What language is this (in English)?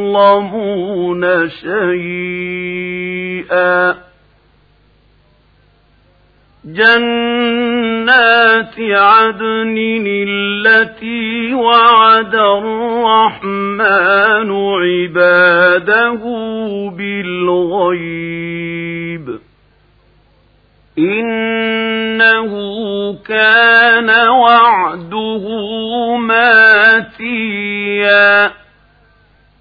Arabic